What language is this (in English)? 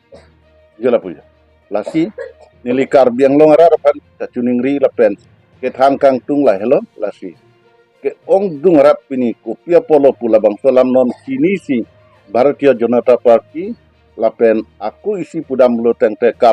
Karbi